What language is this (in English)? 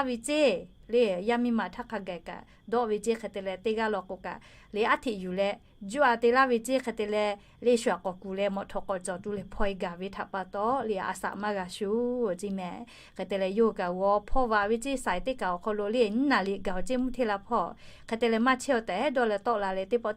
Lahu